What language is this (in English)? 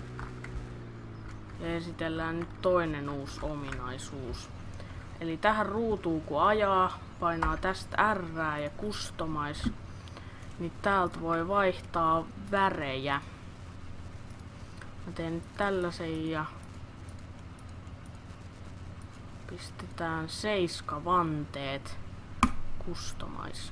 Finnish